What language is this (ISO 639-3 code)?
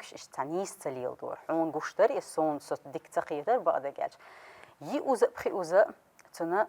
che